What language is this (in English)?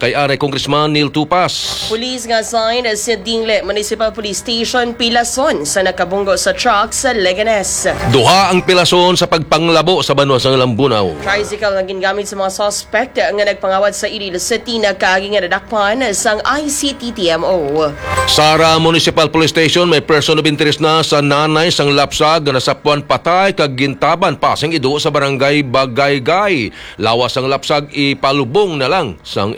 Hiligaynon